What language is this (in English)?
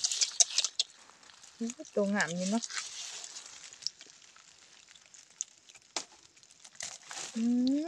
Northeastern Thai